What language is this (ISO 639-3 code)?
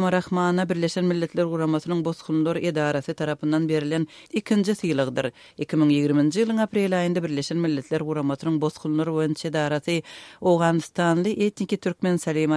tuk